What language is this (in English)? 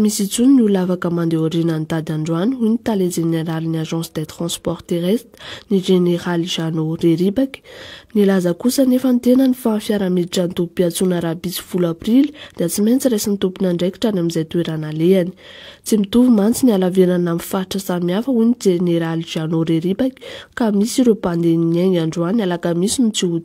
Malagasy